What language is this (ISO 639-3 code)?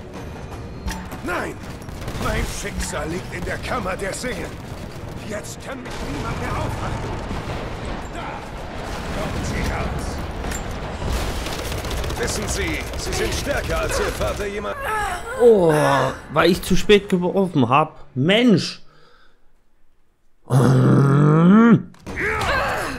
deu